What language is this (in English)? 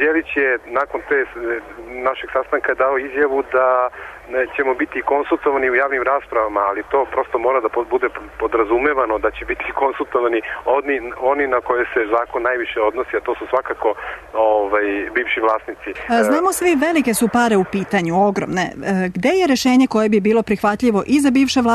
Serbian